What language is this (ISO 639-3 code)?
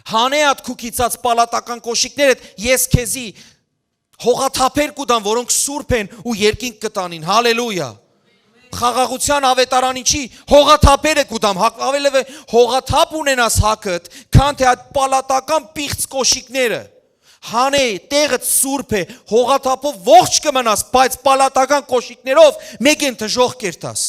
hyw